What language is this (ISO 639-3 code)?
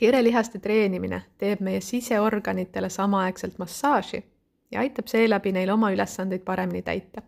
est